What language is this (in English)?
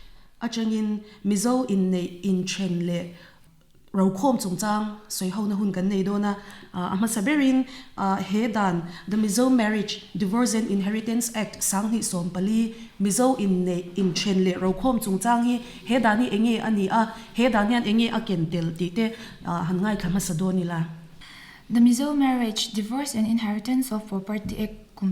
Mizo